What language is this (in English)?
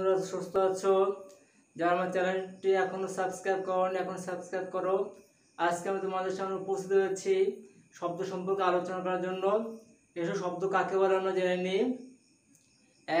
Bangla